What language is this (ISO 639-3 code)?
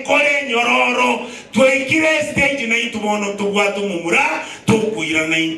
guz